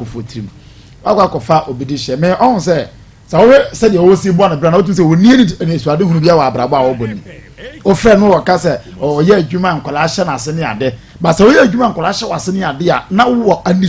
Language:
Akan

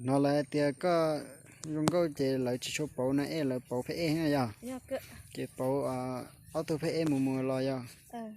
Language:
Hmong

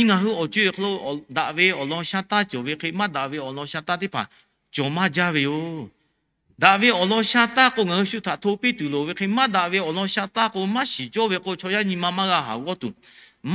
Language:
Lahu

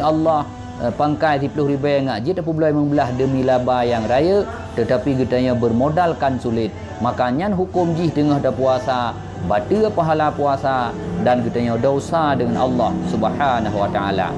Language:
Achinese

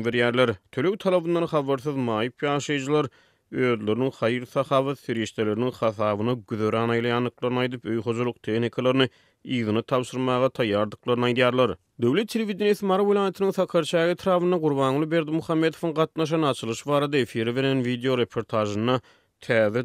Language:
Turkmen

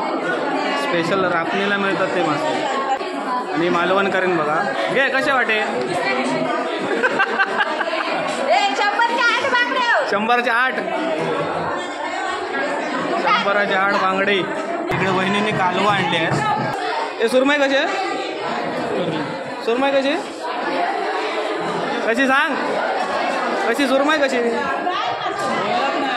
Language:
Marathi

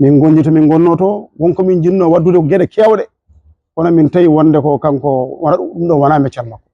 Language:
Fula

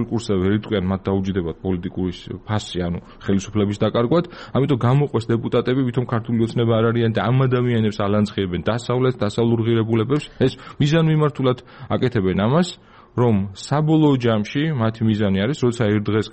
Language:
Georgian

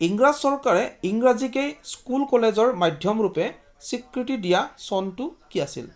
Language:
Assamese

